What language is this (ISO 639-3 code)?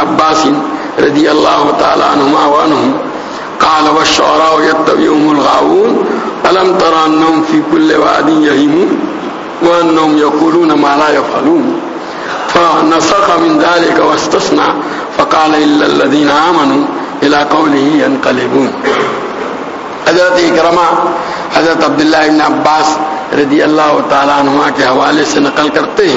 urd